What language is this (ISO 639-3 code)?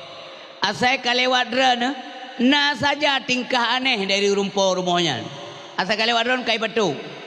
ace